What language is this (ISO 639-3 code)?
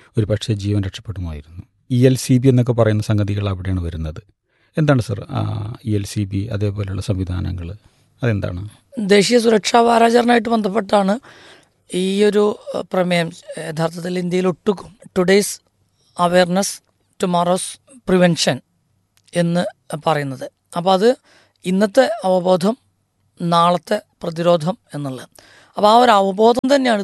mal